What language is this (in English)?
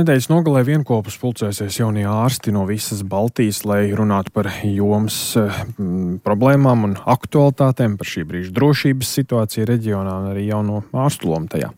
Latvian